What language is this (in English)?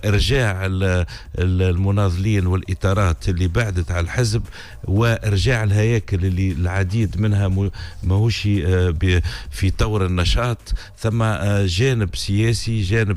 Tunisian Arabic